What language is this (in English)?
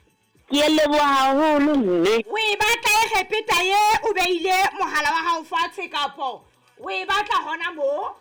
Southern Sotho